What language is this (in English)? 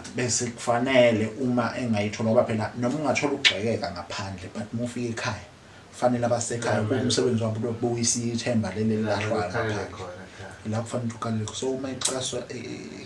Zulu